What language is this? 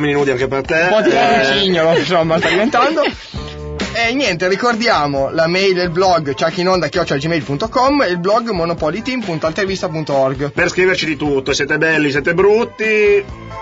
Italian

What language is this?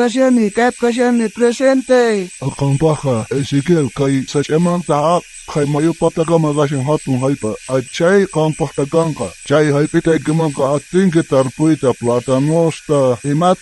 South Bolivian Quechua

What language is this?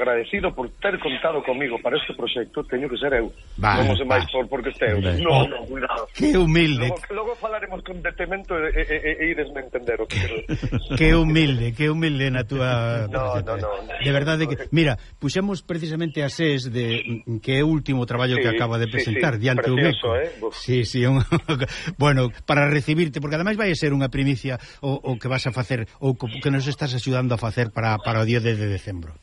Galician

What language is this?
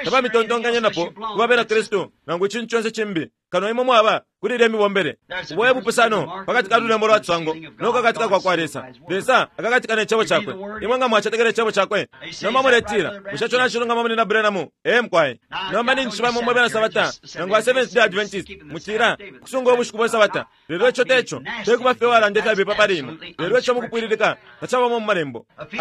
Bemba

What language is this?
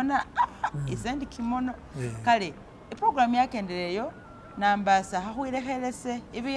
Masaaba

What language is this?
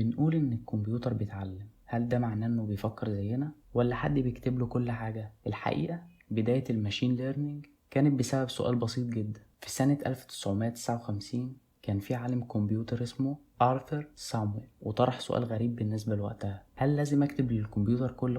Egyptian Arabic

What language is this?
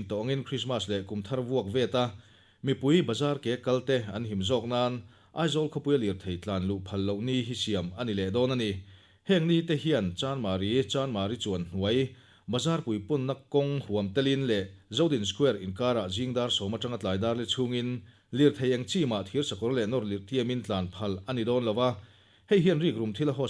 Mizo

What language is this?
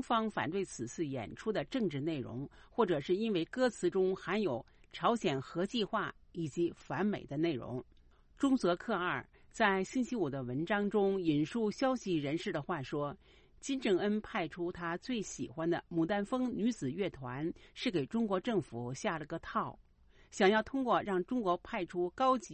Chinese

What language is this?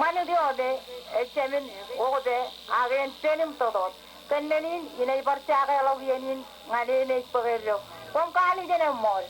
Marshallese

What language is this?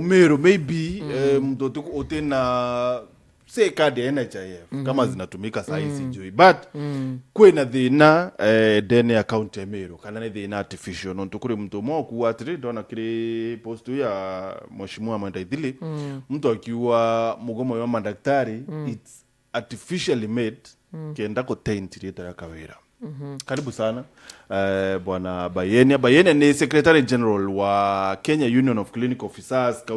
Meru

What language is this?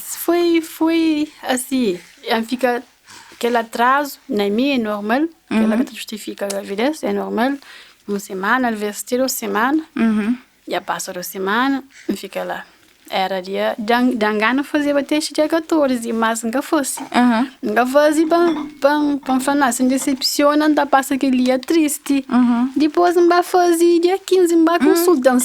Kabuverdianu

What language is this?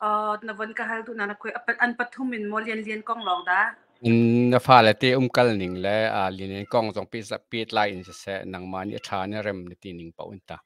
Hakha Chin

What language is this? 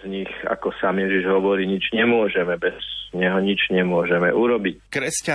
Slovak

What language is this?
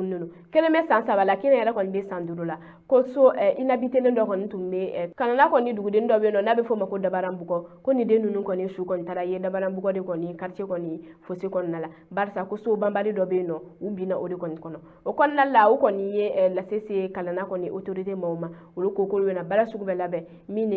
Bambara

